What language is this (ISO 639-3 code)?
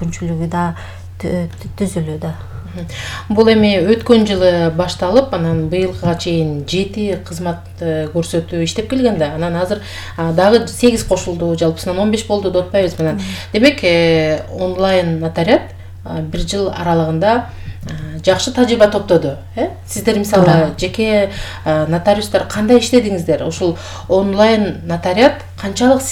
kir